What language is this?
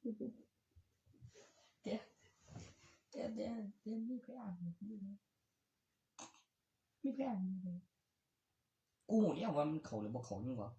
Northeastern Thai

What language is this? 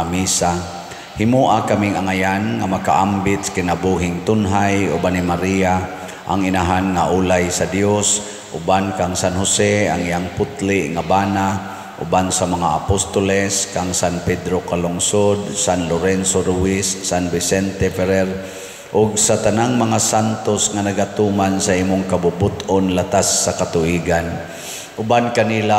Cebuano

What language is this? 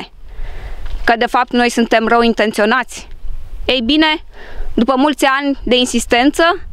Romanian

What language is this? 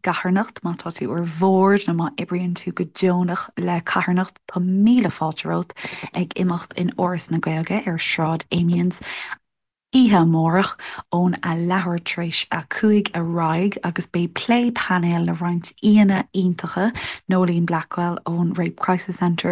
Irish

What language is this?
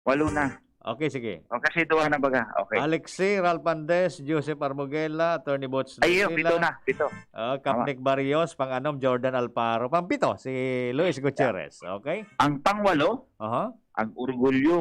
Bikol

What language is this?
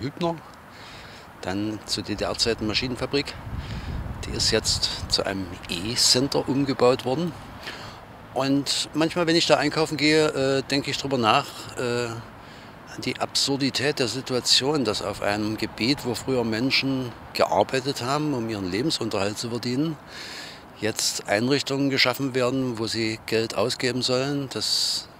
German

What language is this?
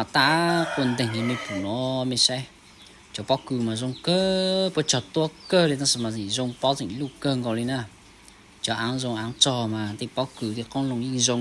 Hmong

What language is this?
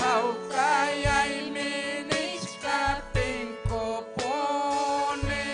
Ayacucho Quechua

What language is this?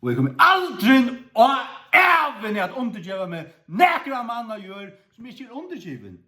Faroese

